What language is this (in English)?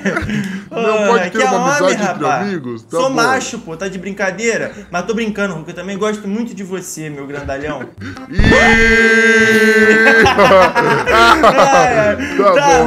Portuguese